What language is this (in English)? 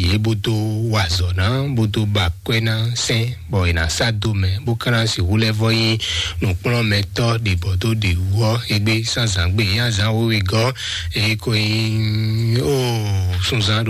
Fon